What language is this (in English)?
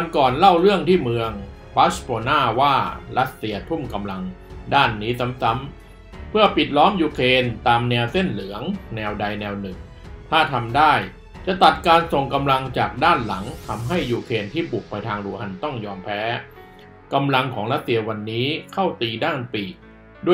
Thai